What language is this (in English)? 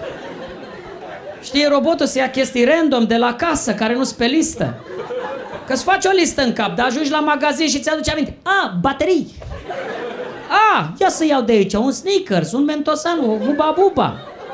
Romanian